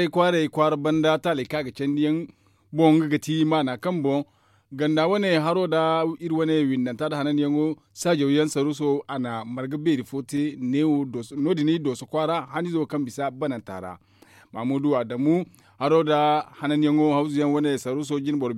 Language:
Zarma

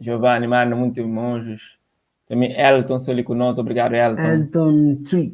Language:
Kabuverdianu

